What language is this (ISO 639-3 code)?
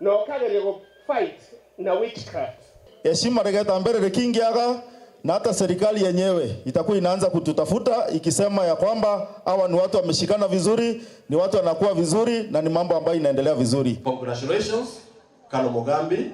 mer